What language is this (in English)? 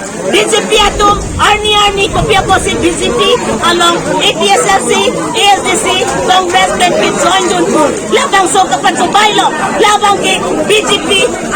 Karbi